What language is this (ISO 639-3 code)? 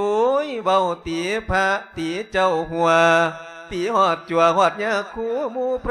lao